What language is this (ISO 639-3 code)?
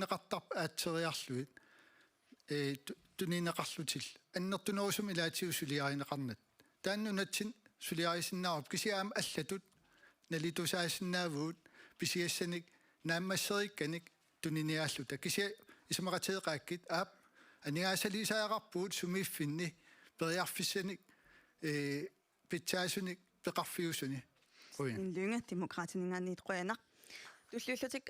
kal